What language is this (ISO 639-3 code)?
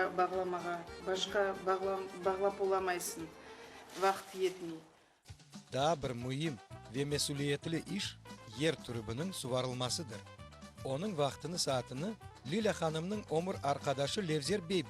crh